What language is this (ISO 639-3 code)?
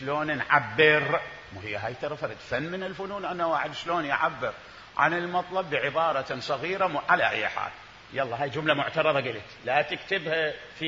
acm